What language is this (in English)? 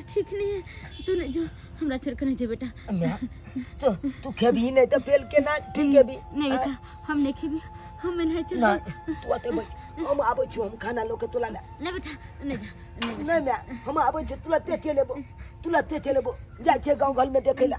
Maithili